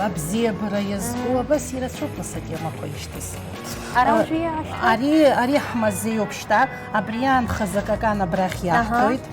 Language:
Abkhazian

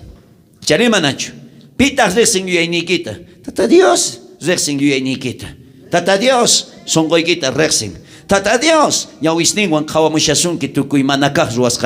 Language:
South Bolivian Quechua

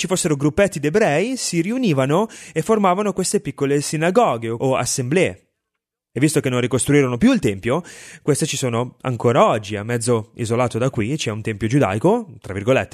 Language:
Italian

